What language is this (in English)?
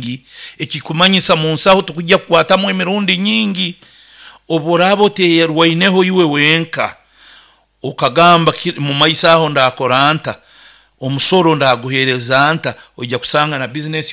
Nyankole